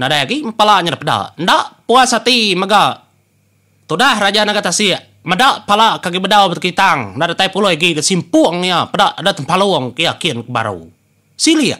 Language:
Iban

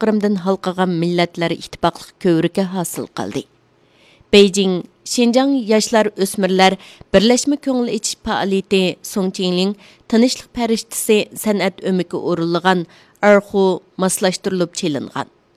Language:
Uyghur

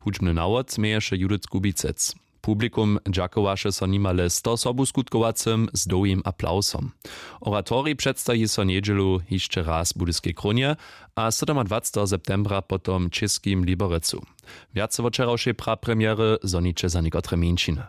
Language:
Upper Sorbian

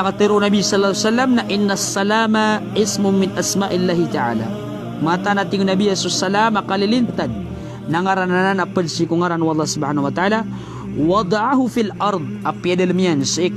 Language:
Maranao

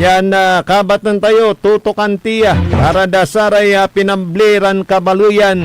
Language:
Pangasinan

